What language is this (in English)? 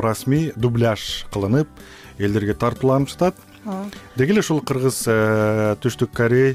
Kyrgyz